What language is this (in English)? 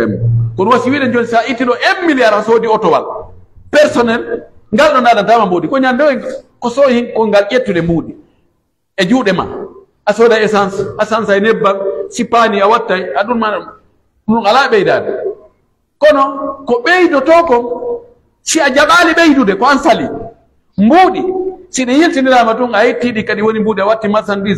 Pular